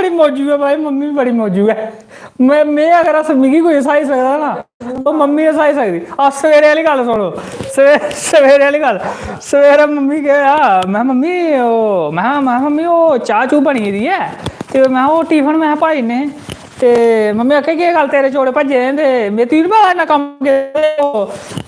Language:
Dogri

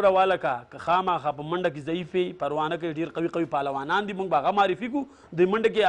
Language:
Pashto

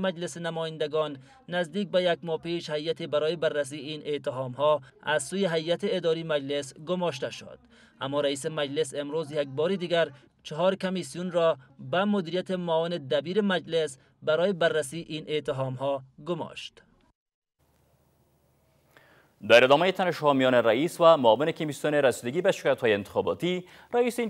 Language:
Persian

